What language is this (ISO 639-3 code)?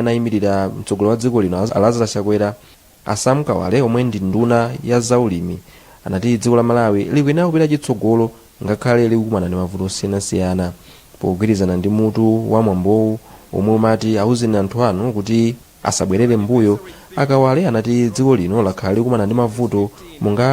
nya